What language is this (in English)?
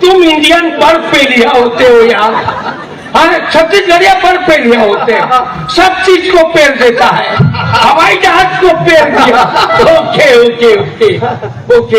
Chhattisgarhi